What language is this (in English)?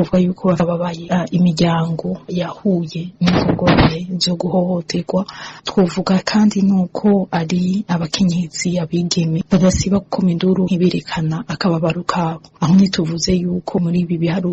Rundi